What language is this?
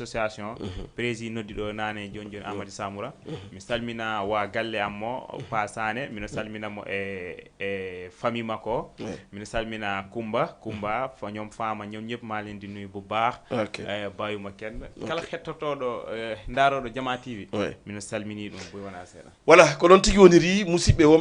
Fula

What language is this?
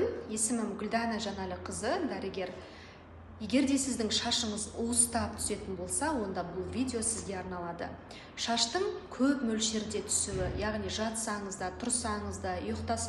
Kazakh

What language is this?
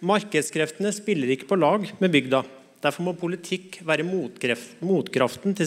Norwegian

